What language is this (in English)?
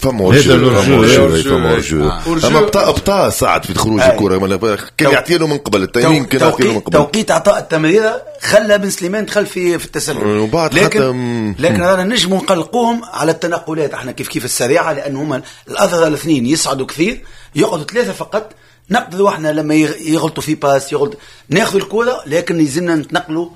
Tunisian Arabic